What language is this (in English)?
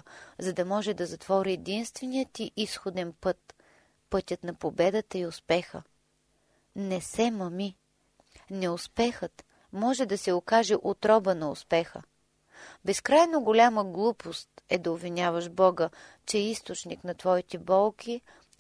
Bulgarian